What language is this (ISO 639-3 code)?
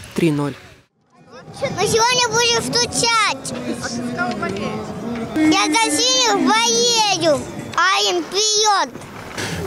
rus